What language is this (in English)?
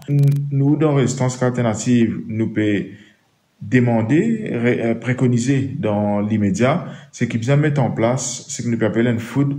Morisyen